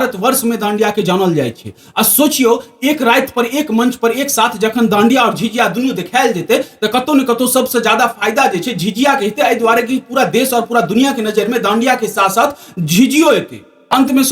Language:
Maithili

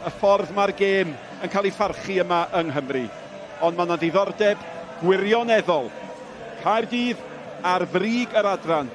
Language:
Welsh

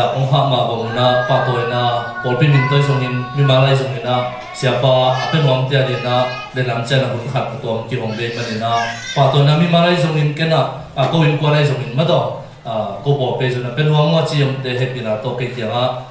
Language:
Tedim Chin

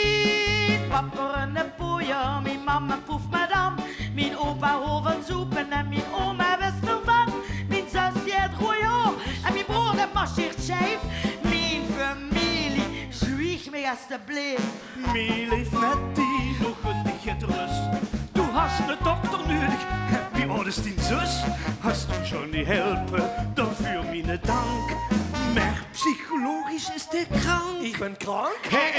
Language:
Limburgish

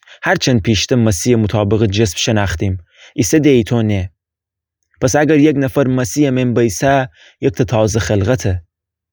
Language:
Gilaki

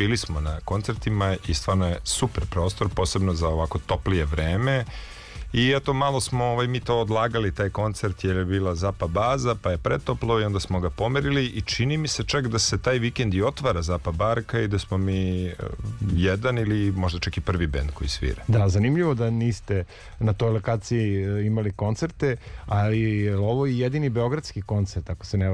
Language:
Serbian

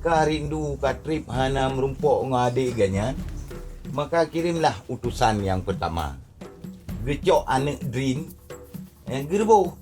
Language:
Achinese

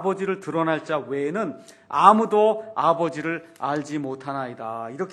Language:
Korean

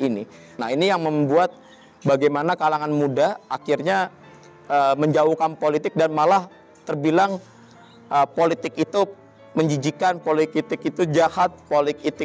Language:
Indonesian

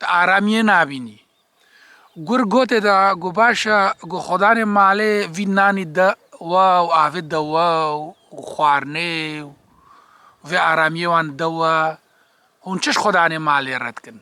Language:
Kurdish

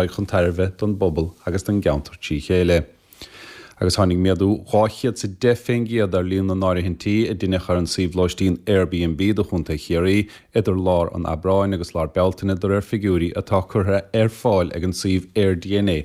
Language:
Irish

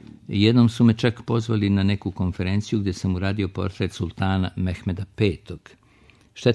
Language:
Serbian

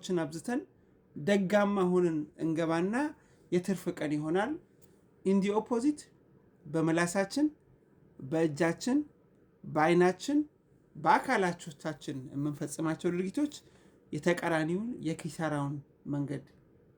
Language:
Amharic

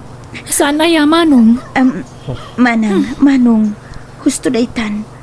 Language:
Iloko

